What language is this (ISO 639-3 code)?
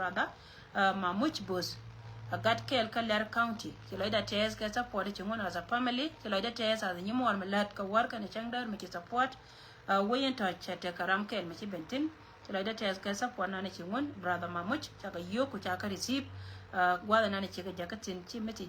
nus